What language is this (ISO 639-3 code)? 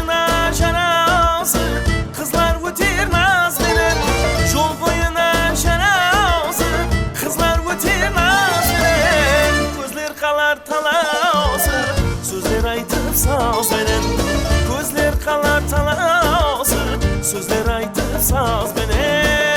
kaa